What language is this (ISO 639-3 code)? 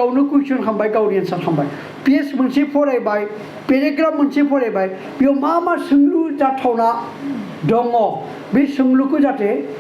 brx